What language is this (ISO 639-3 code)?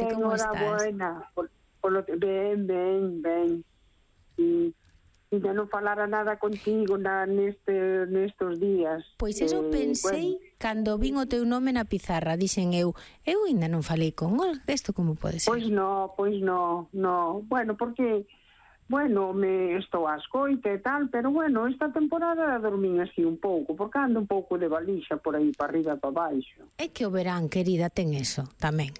glg